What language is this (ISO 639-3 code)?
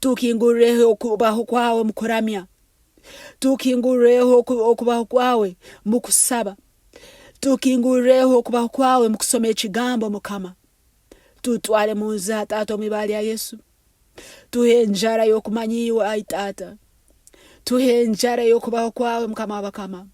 nyn